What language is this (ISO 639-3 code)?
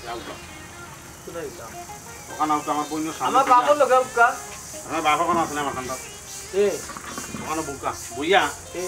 syl